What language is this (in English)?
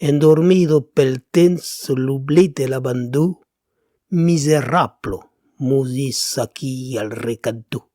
Occitan